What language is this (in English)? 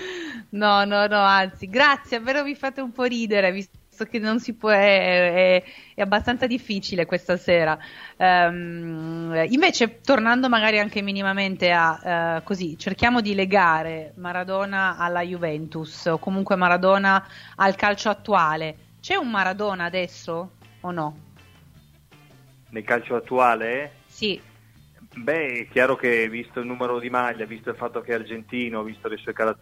Italian